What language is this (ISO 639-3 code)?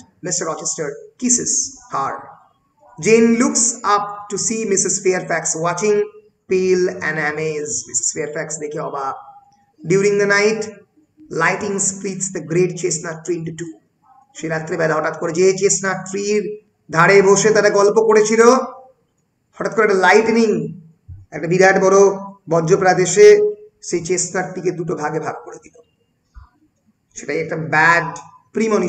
ben